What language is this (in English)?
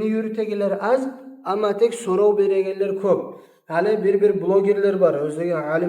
Kumyk